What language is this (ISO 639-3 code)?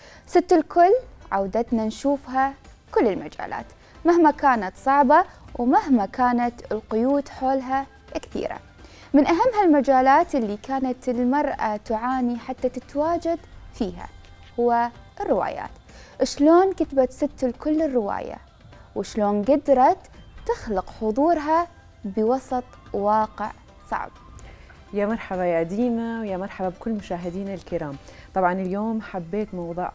acm